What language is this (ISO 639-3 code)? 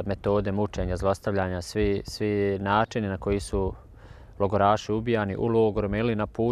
bos